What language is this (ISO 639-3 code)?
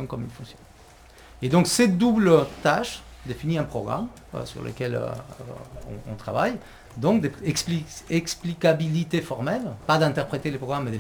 fra